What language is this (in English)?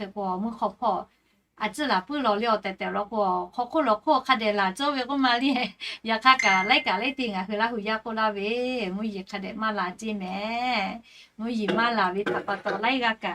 Lahu